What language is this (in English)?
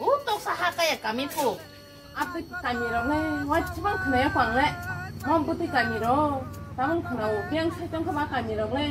Kok Borok